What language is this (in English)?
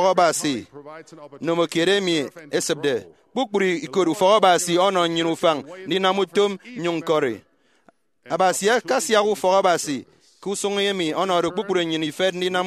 Efik